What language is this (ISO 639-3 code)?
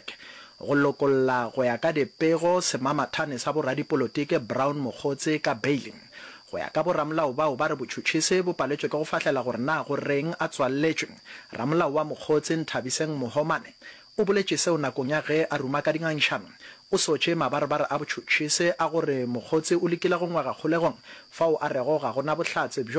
nso